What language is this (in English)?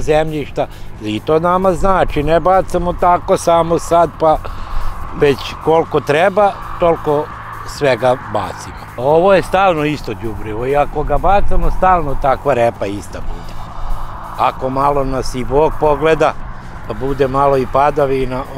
Serbian